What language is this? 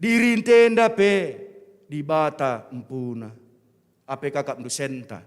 Batak Karo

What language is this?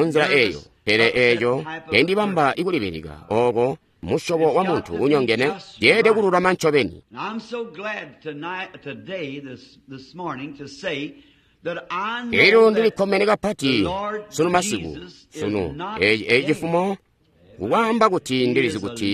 Tonga (Zambia)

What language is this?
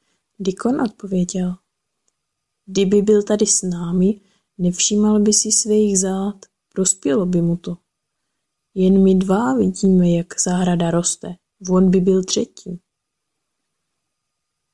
Czech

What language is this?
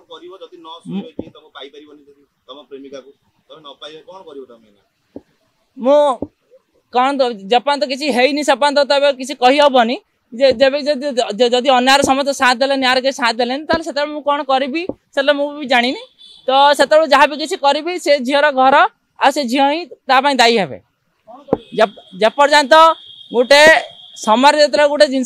Odia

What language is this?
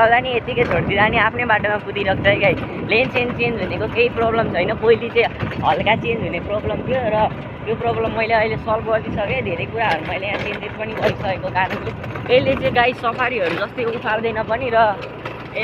Nepali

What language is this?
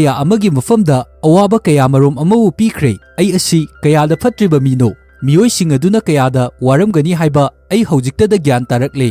Manipuri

